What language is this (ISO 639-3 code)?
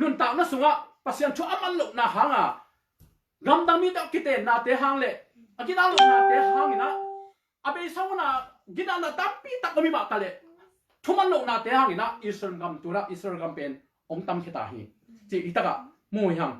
ctd